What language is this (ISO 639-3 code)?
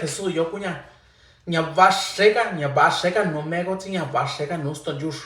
mix